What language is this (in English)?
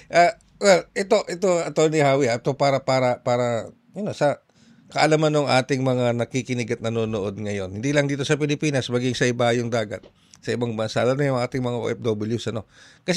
Filipino